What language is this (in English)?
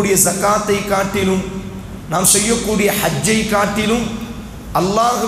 Tamil